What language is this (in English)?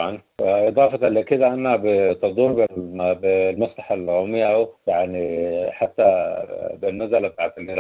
Sudanese Arabic